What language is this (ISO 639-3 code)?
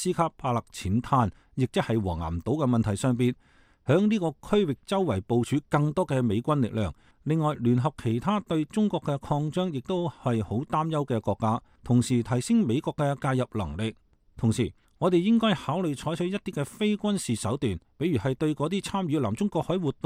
yue